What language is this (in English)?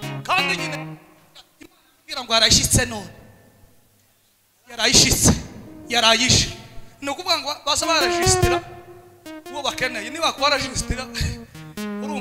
Kinyarwanda